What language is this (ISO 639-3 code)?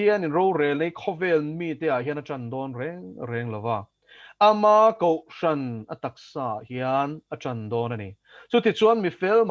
lus